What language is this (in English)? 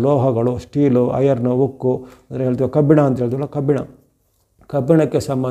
Kannada